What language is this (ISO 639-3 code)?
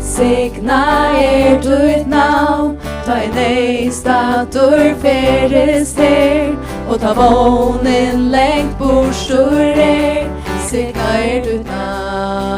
fao